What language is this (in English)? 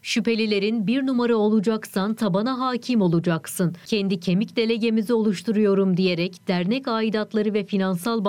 Turkish